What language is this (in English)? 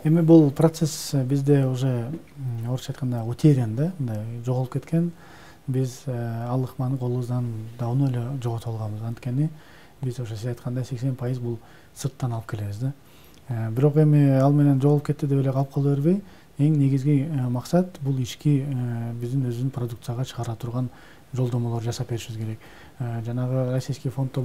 Kyrgyz